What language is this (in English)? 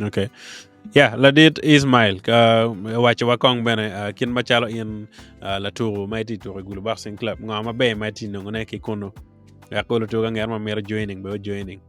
Acoli